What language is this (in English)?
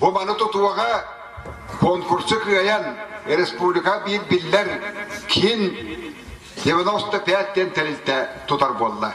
Yakut